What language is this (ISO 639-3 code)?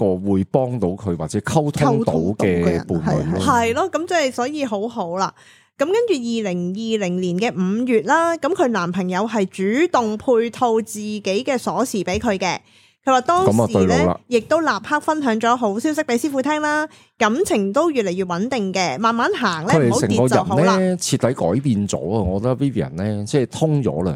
yue